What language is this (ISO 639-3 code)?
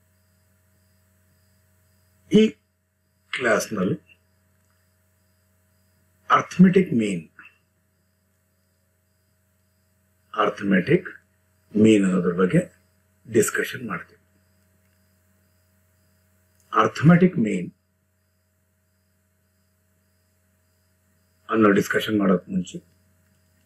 kan